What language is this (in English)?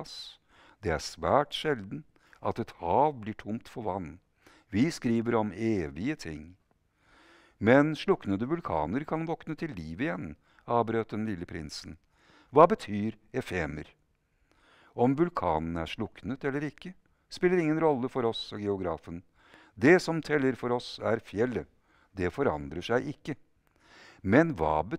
Norwegian